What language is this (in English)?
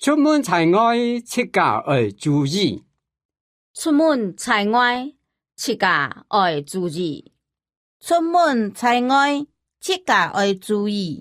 Hakka Chinese